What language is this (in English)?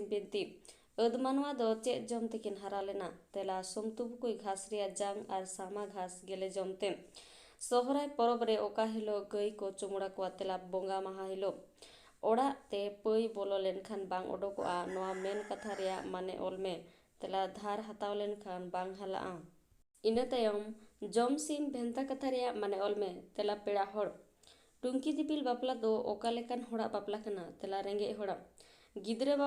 Santali